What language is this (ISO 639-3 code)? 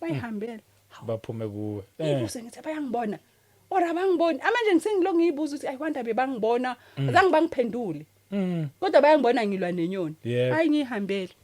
zul